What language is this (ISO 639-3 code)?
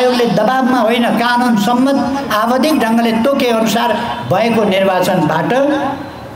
nep